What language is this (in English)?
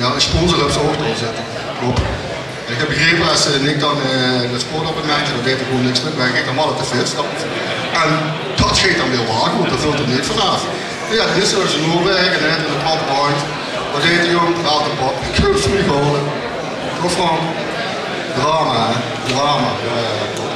Limburgish